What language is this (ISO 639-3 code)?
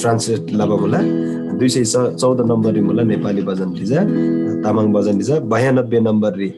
taj